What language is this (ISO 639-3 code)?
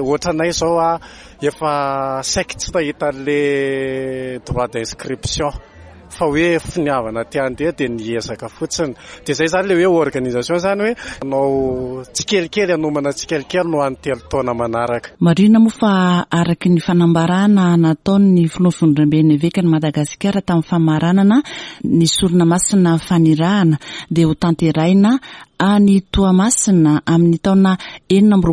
mlg